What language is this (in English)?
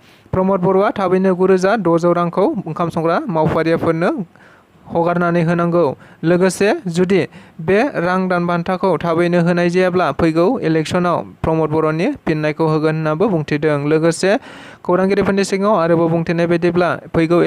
Bodo